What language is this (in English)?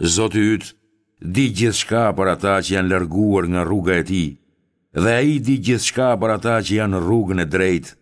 Albanian